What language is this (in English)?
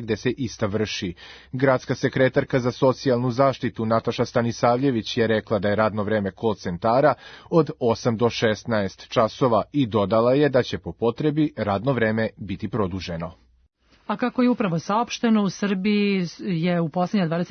Serbian